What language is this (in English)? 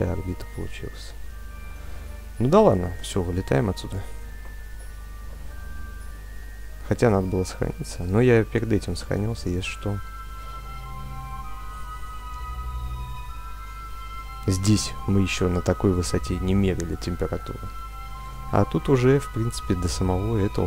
Russian